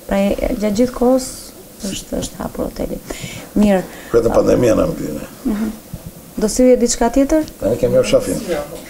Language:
Albanian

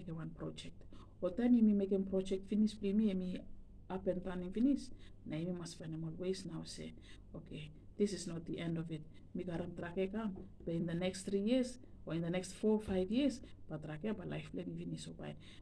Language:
Bislama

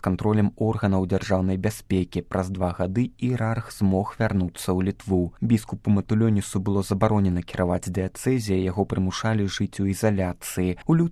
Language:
Belarusian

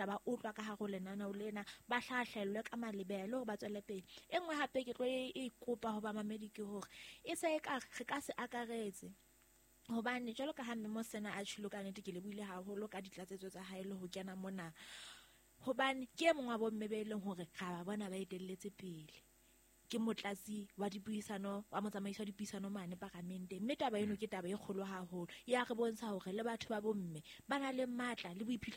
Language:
Southern Sotho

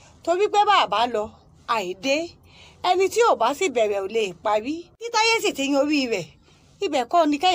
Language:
Yoruba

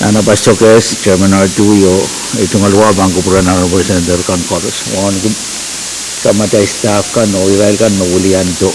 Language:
Pohnpeian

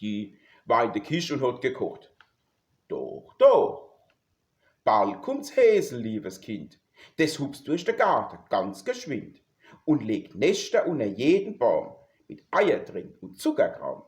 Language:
Palatine German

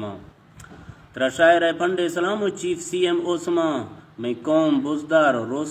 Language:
Eastern Balochi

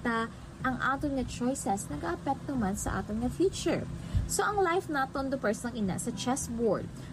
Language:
Hiligaynon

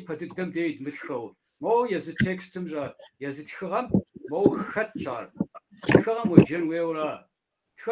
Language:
Kabardian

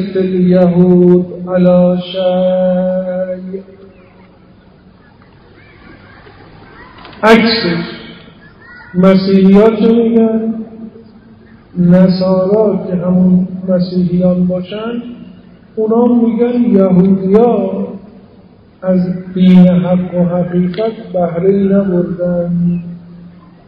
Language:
Persian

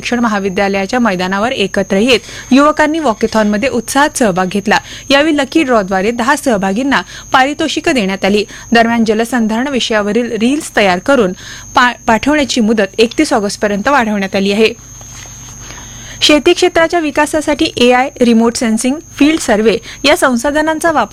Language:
Marathi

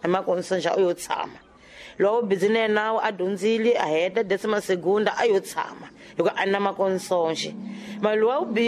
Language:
Tsonga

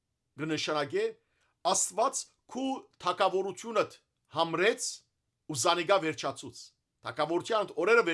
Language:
Western Armenian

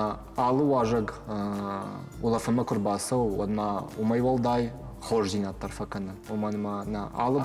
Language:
Ossetic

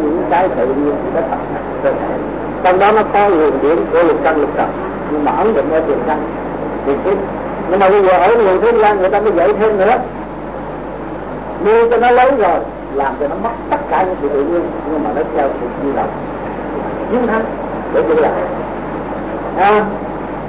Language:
Vietnamese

